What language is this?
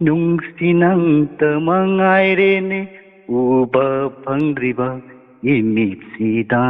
Manipuri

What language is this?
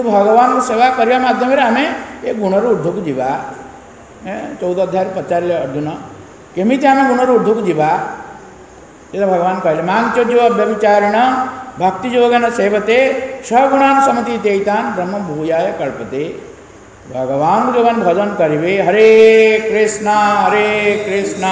Odia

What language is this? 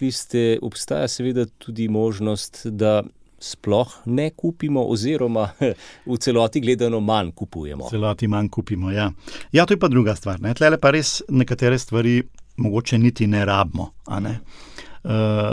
Slovenian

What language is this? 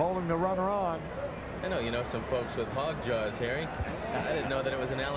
English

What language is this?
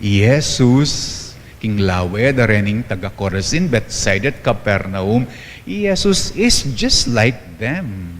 Pampanga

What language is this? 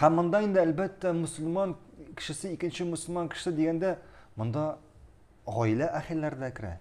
Tatar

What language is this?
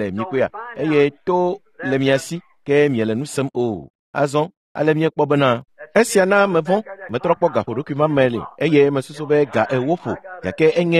Ewe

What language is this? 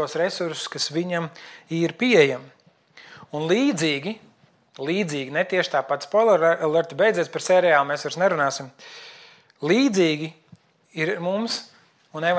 Latvian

